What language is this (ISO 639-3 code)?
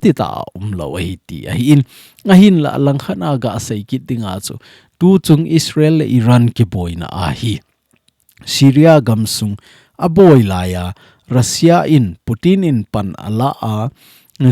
tcz